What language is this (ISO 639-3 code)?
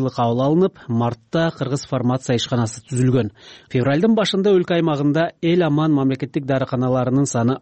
kir